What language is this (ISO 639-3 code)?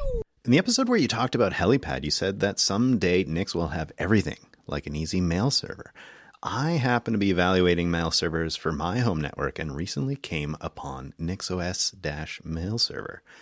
eng